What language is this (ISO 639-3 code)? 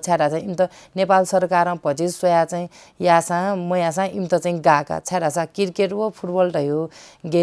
new